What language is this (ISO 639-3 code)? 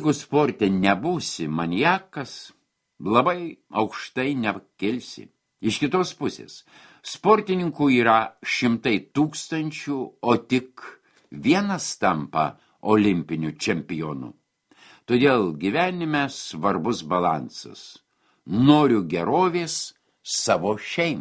lit